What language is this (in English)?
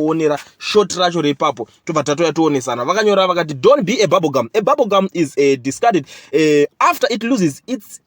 Shona